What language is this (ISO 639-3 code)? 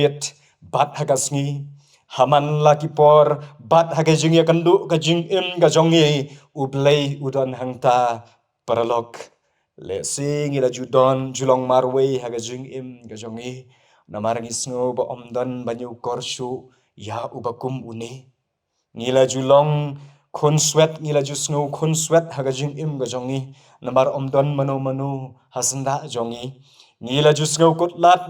kha